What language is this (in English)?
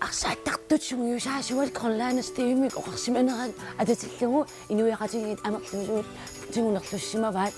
Kalaallisut